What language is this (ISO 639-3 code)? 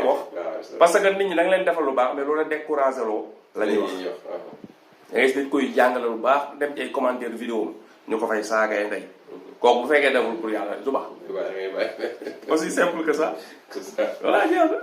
wol